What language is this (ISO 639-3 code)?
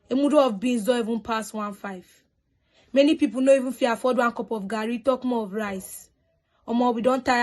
pcm